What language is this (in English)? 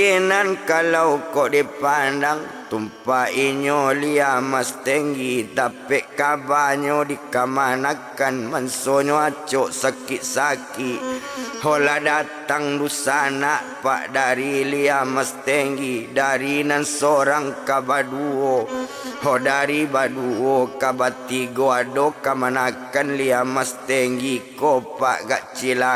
Minangkabau